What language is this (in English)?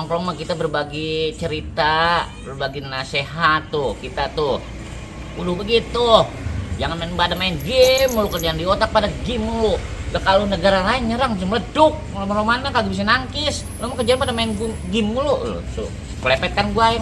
Betawi